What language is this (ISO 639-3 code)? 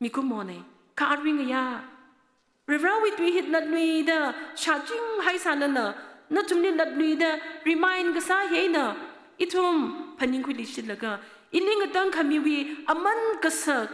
nmf